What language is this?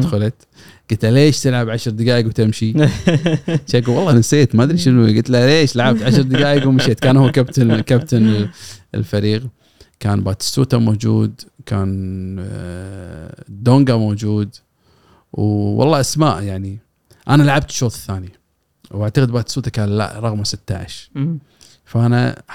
Gulf Arabic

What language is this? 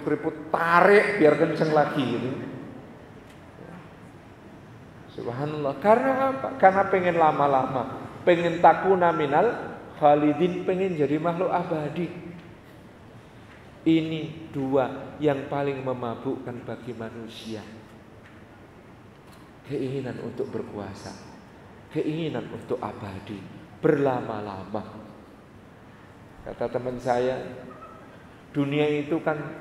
Indonesian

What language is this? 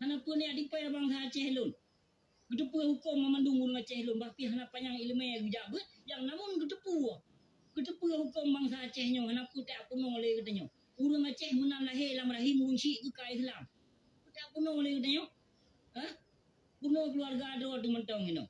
Achinese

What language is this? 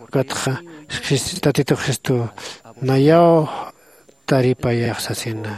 Aymara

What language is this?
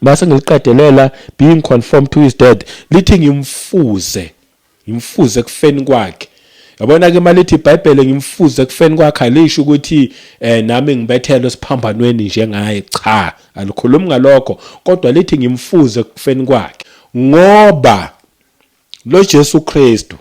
Zulu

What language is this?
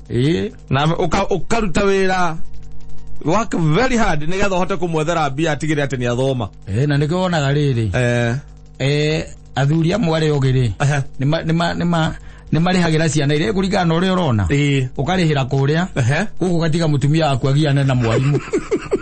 Kikuyu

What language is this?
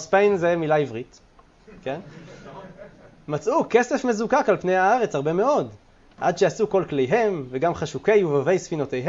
Hebrew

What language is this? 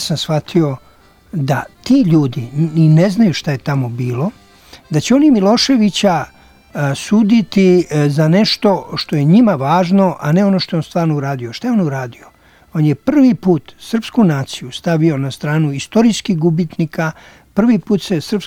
Serbian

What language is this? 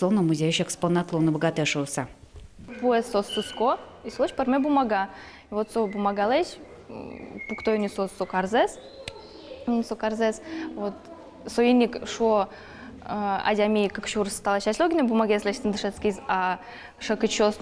Udmurt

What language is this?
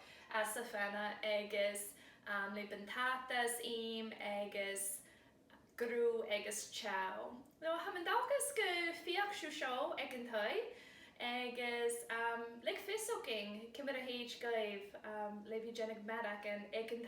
Scottish Gaelic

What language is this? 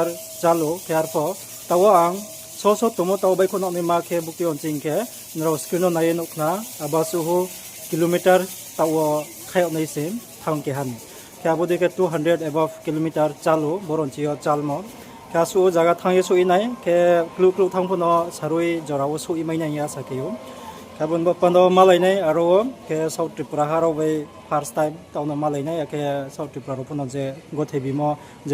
Riang (India)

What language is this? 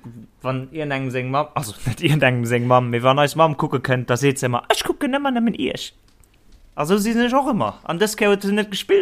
Luxembourgish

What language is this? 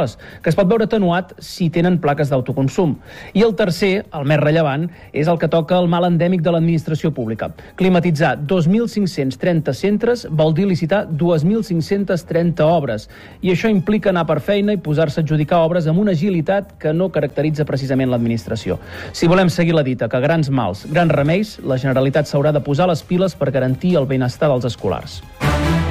Catalan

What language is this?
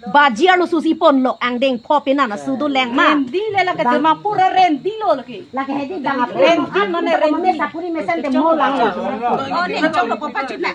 Karbi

